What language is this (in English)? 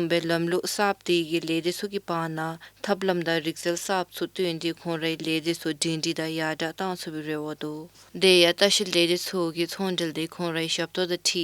Dzongkha